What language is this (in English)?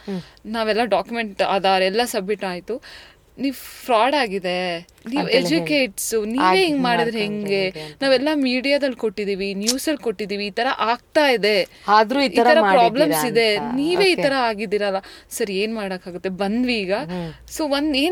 Kannada